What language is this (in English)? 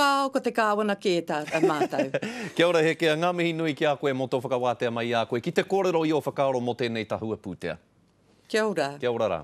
Māori